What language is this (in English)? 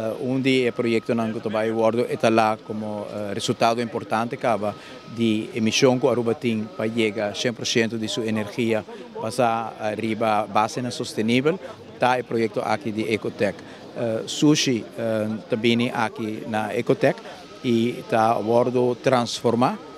Papiamento